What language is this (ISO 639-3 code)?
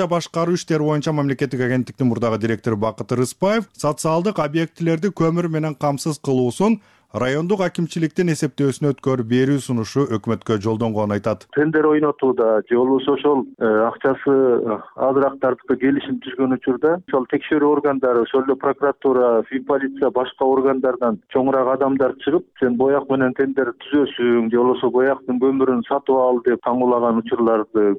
kir